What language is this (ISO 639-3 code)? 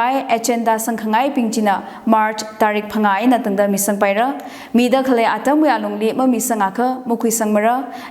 nmf